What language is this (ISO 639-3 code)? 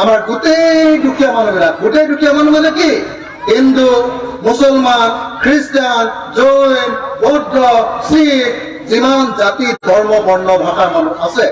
asm